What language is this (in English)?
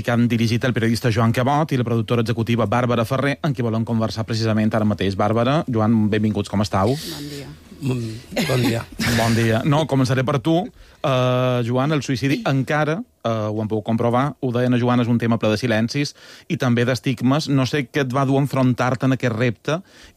Catalan